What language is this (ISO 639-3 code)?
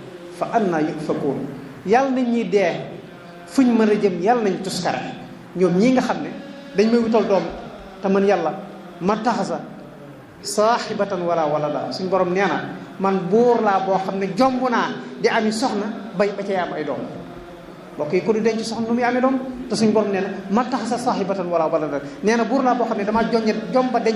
wol